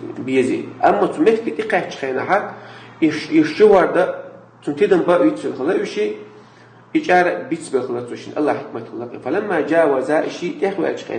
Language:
Chechen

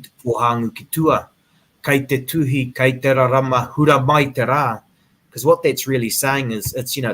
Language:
Māori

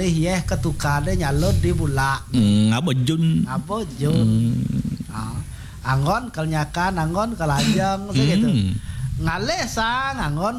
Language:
Balinese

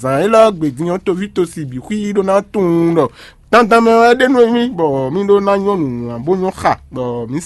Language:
Fon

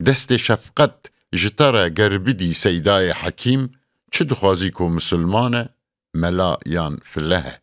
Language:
Kurdish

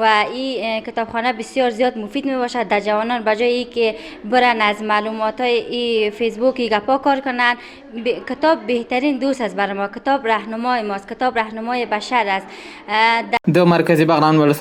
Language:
Pashto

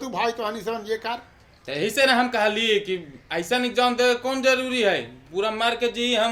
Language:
Magahi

